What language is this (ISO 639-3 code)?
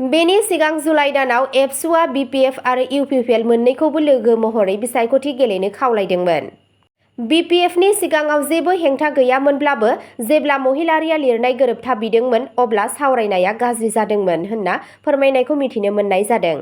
brx